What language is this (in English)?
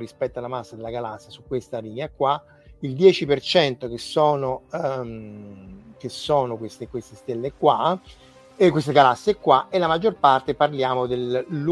Italian